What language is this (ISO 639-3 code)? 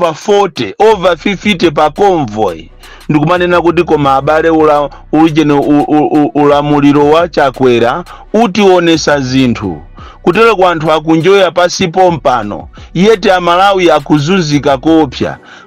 nya